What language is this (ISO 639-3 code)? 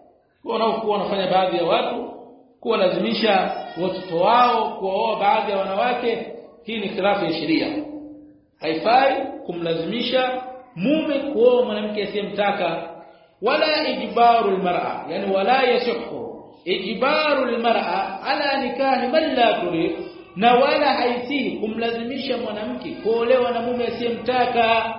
swa